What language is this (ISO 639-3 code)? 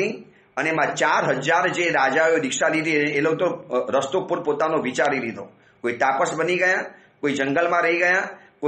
guj